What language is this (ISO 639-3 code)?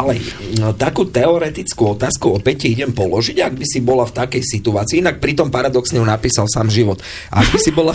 slk